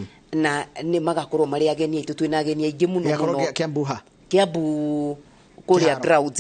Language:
Kikuyu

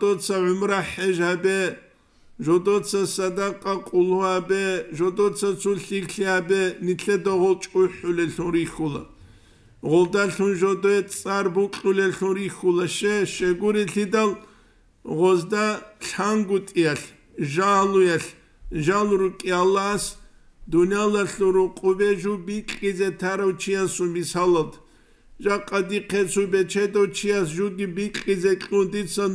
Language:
Avaric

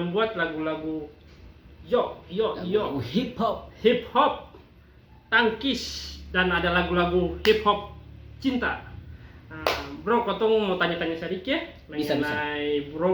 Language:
Ambonese Malay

